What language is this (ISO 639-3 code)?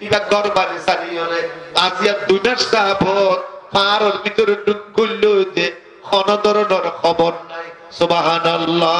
rhg